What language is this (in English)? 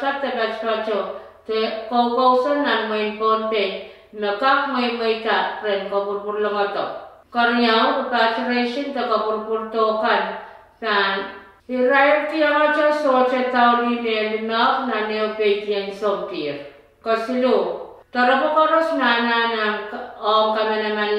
Pohnpeian